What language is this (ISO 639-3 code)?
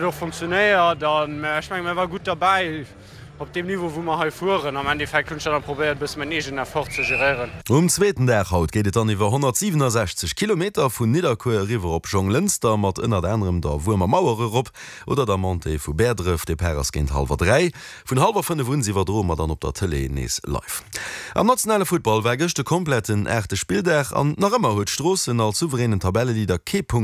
ltz